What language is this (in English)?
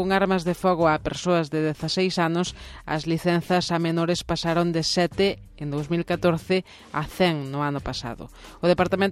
Galician